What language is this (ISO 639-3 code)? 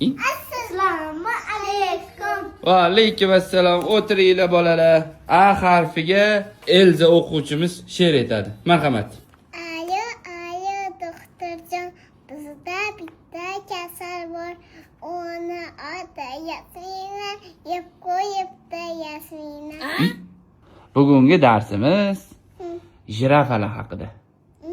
uzb